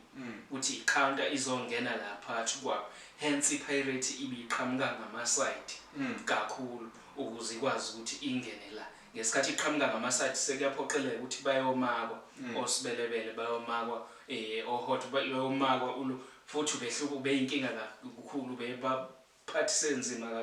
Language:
Zulu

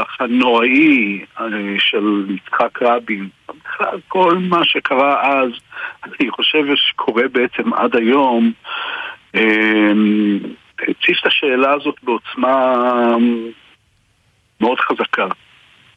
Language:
Hebrew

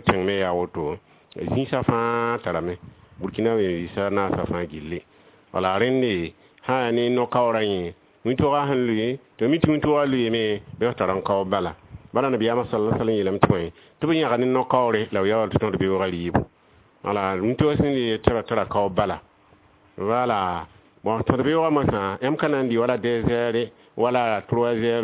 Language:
Mossi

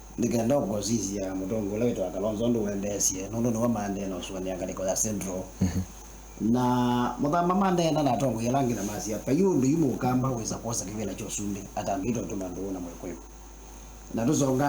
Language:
Kamba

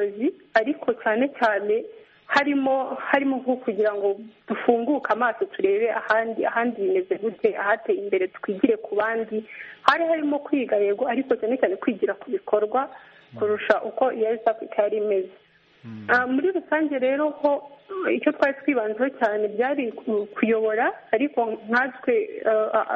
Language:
Kinyarwanda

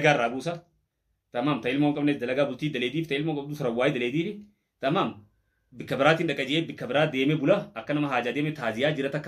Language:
Oromo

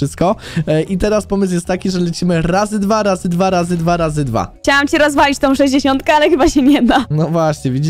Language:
Polish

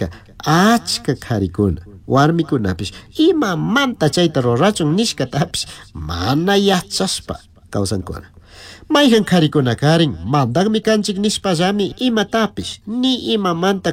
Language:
Chimborazo Highland Quichua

